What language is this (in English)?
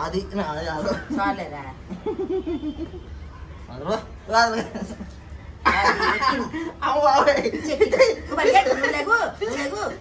Telugu